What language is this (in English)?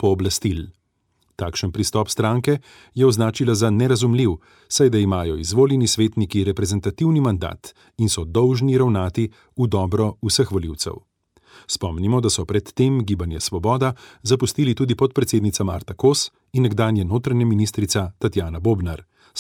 Slovenian